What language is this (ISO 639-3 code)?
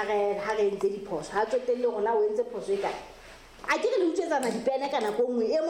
sot